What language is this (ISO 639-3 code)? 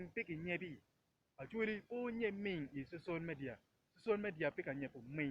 ach